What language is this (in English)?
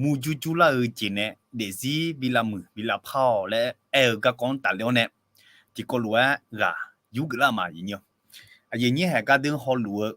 Akha